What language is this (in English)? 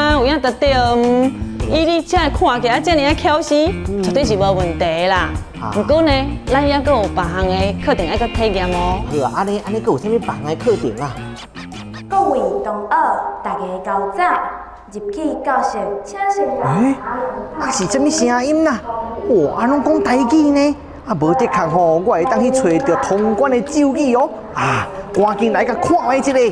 Min Nan Chinese